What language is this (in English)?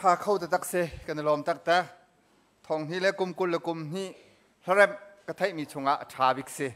Hakha Chin